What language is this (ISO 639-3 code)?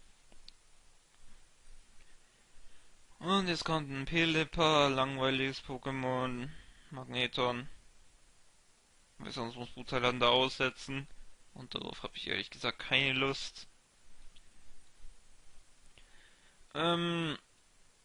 deu